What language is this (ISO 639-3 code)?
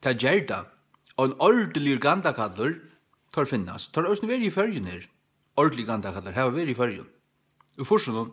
fao